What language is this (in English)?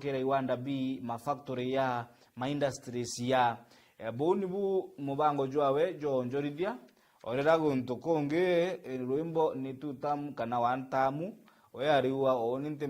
Meru